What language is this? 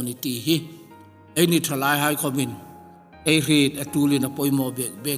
Hmar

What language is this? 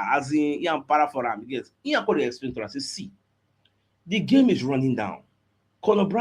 Nigerian Pidgin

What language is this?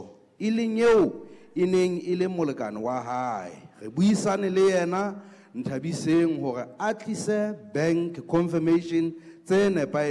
Southern Sotho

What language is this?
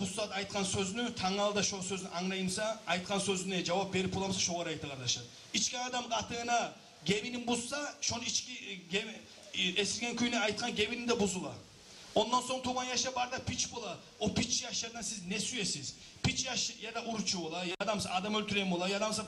Kumyk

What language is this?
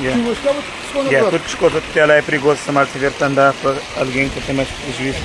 Kabuverdianu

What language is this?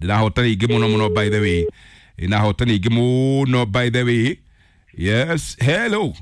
Kikuyu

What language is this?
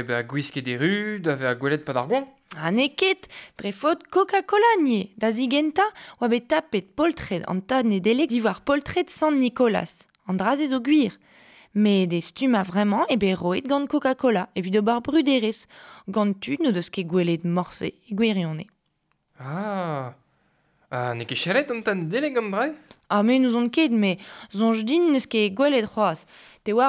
Breton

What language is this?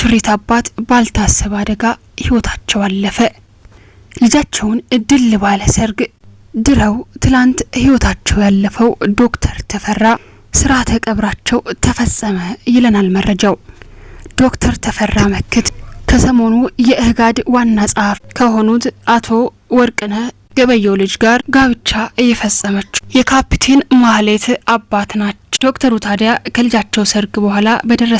Amharic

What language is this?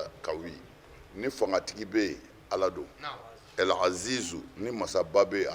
Bambara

